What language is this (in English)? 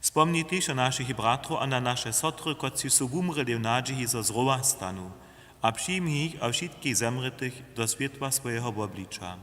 Upper Sorbian